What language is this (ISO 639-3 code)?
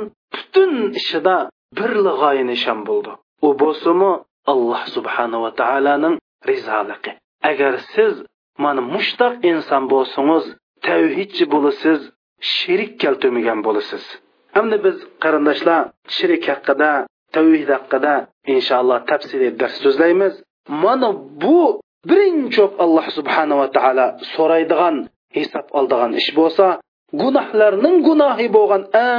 uig